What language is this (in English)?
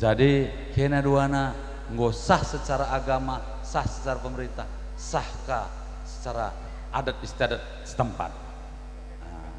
Batak Karo